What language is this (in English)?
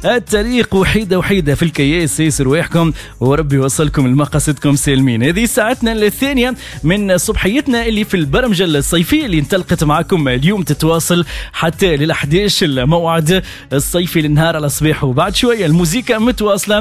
Tunisian Arabic